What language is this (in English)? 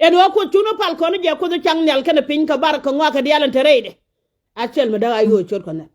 Nuer